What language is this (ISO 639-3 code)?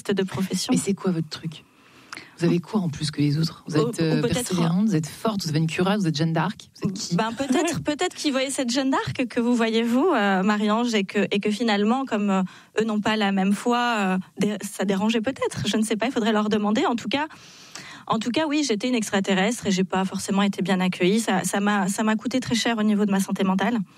fra